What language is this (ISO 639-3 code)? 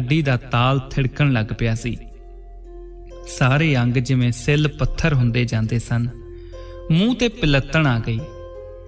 pan